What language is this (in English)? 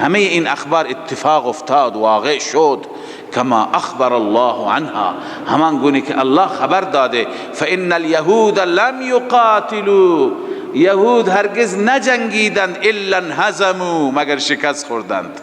Persian